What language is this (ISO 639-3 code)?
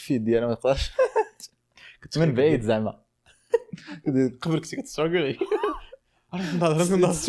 ary